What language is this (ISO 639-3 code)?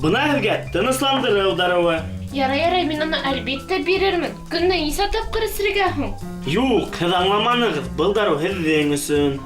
bak